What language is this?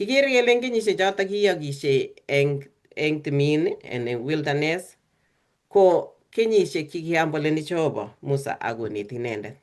Kalenjin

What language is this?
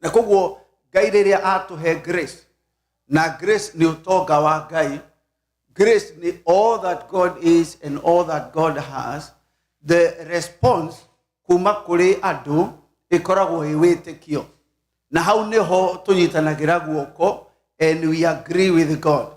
Kikuyu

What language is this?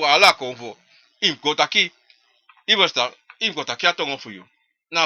Sranan Tongo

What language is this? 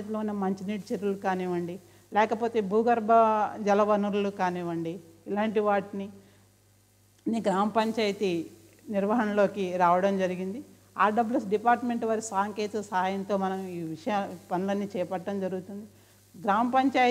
Telugu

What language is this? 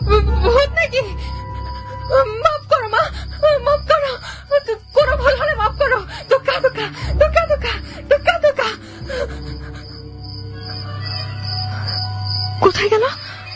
Bangla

